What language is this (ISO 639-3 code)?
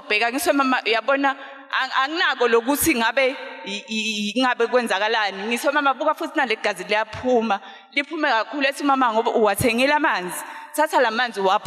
zul